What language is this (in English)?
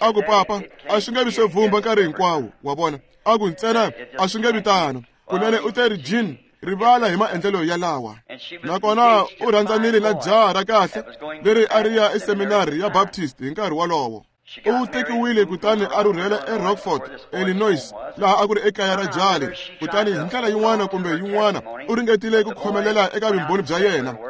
Tsonga